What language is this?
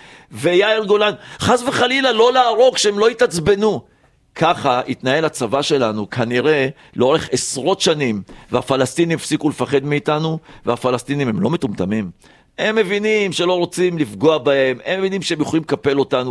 Hebrew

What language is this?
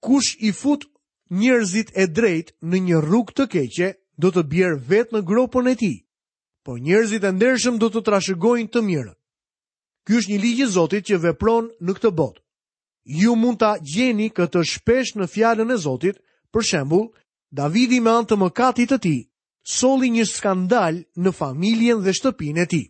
Albanian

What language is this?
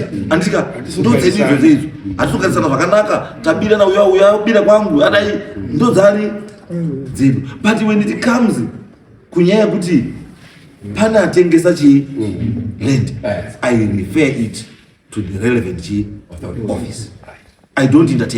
Shona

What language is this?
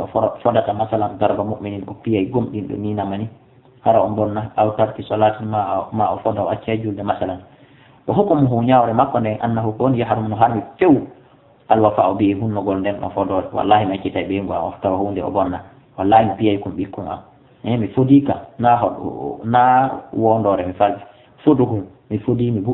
Fula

